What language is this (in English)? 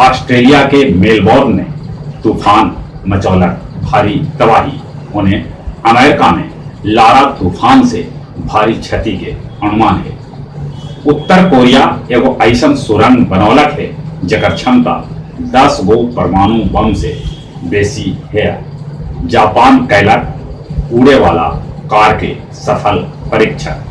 Magahi